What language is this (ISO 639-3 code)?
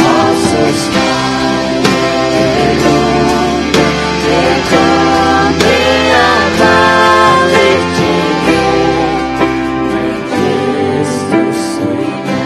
fao